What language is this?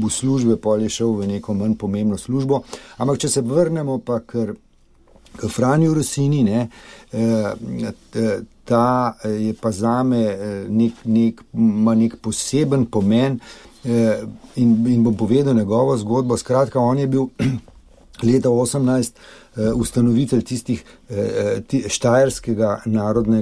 Slovenian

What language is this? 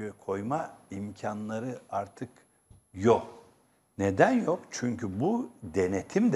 Turkish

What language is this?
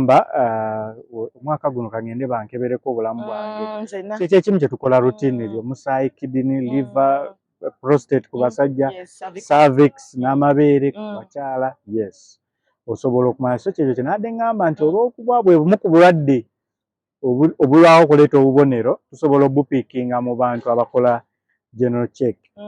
Ganda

